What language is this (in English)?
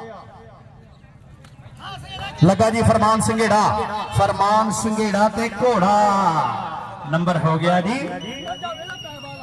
Punjabi